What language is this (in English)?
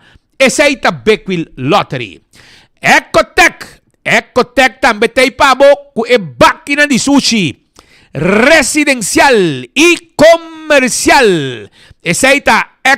Papiamento